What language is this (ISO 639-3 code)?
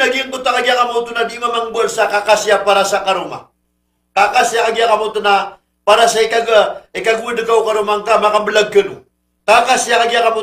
mrw